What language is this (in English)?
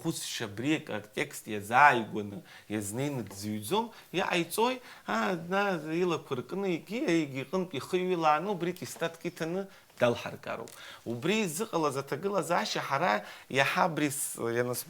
Abkhazian